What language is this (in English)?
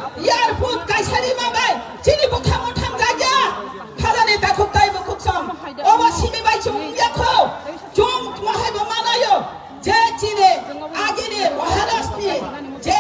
Kok Borok